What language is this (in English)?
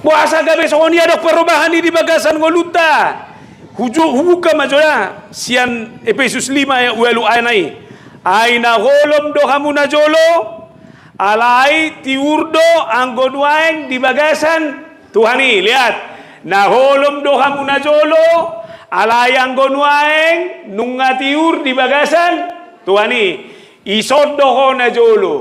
Batak Toba